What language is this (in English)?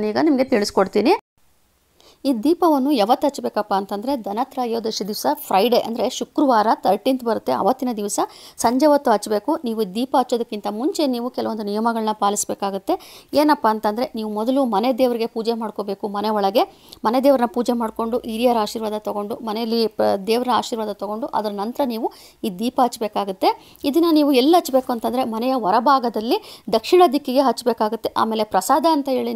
Kannada